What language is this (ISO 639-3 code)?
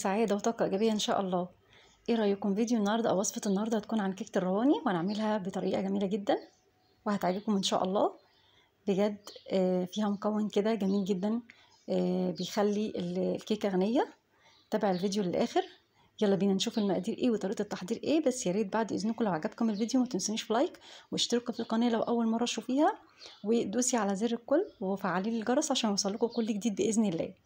arz